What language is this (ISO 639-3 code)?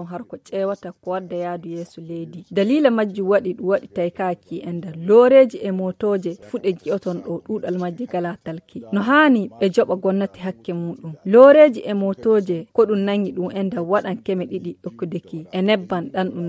fuv